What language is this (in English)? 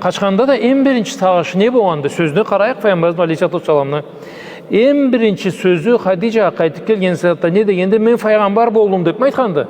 Karachay-Balkar